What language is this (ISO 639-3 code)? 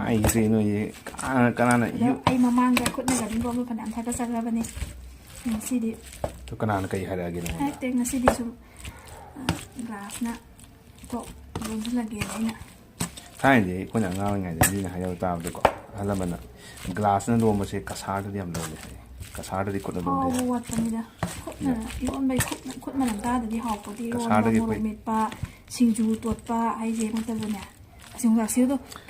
mni